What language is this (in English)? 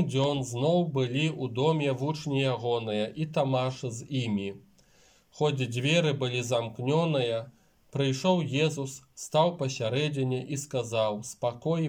Belarusian